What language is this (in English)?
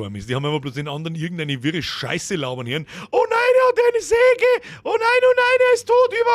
Bavarian